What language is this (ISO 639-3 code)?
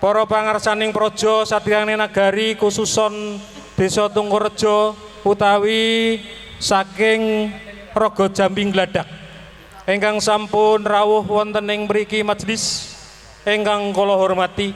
jav